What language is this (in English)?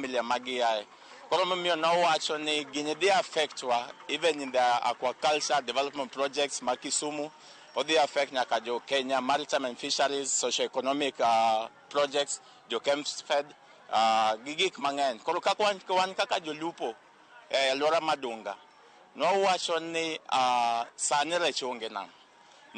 Luo (Kenya and Tanzania)